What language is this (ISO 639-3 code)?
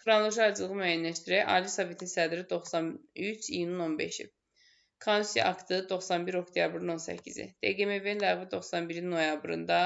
aze